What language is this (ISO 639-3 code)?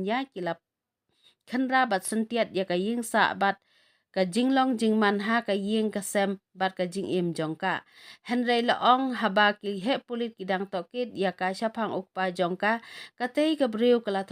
kha